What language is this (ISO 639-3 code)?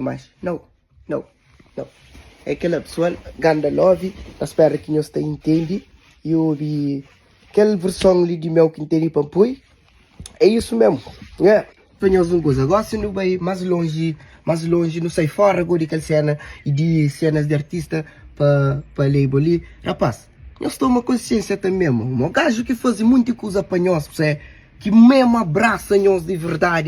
kea